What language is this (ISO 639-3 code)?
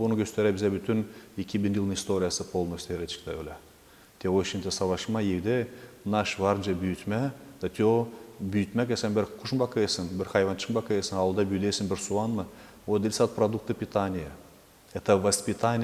gag